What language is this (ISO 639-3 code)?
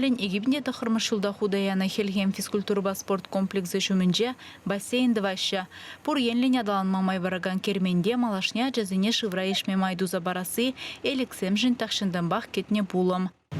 chv